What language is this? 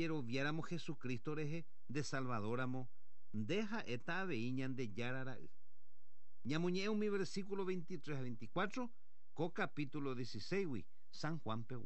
Guarani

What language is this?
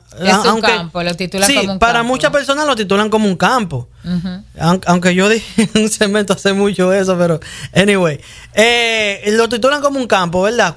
Spanish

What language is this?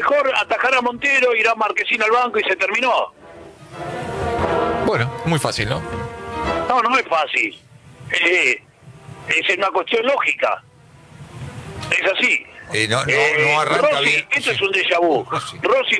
Spanish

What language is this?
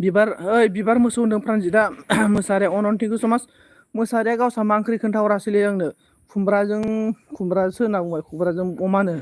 Bodo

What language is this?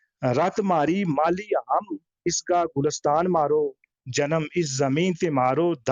Gujari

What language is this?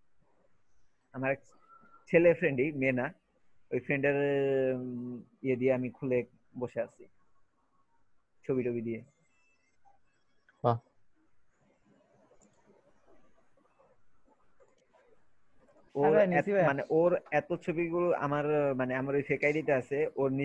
Bangla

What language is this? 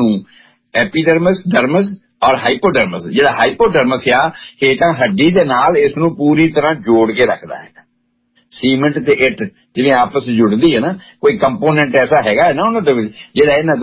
Punjabi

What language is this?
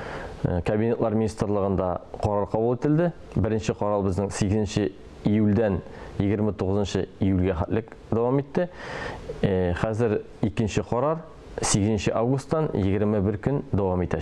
Tatar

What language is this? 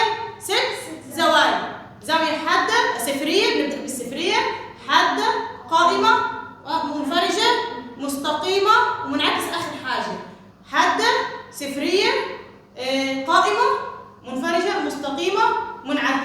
Egyptian Arabic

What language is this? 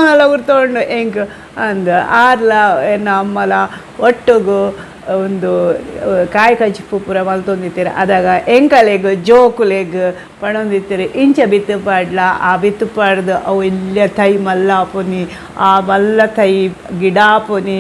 Tulu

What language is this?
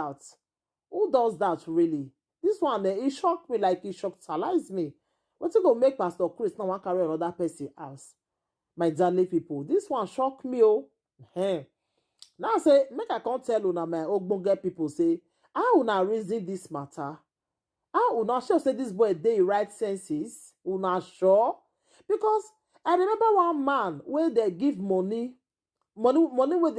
Nigerian Pidgin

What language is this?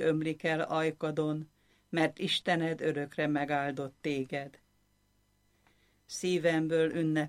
Hungarian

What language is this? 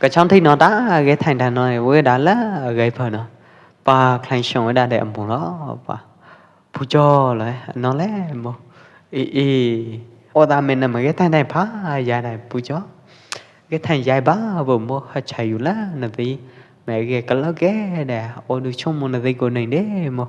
Pwo Eastern Karen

